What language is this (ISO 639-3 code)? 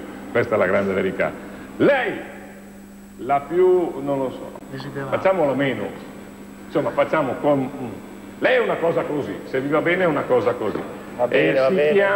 ita